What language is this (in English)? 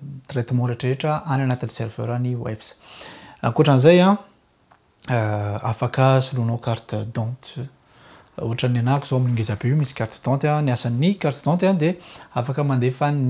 Malagasy